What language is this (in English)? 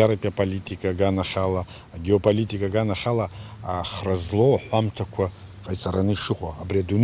Abkhazian